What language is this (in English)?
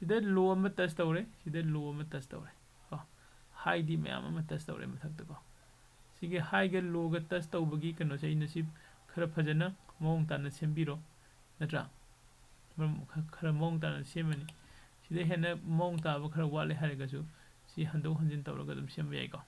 Manipuri